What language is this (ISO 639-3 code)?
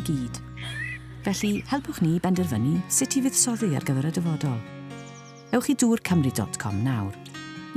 cym